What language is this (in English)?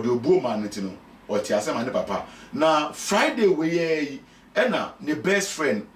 Akan